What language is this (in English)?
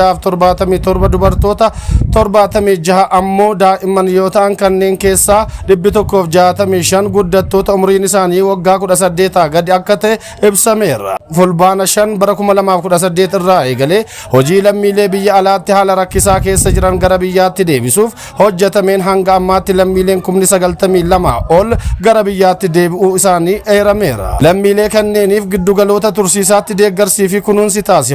Oromo